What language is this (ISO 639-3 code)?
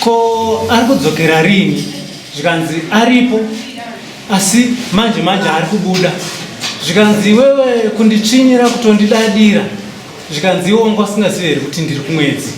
sna